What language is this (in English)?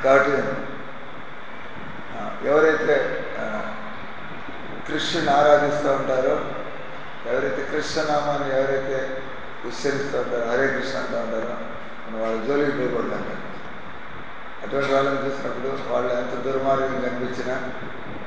Telugu